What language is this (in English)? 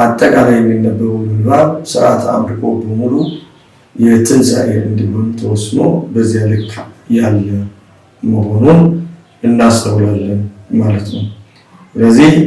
Amharic